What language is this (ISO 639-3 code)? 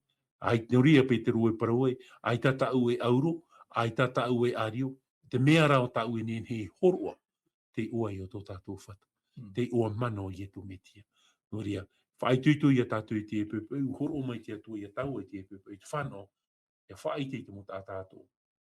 tah